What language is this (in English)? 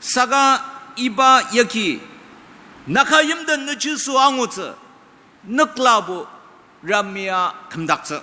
Ao Naga